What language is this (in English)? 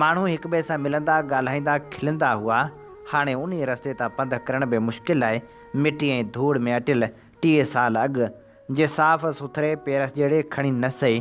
Sindhi